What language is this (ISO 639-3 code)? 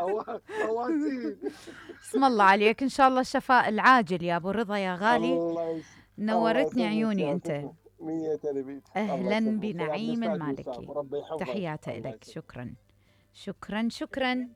acm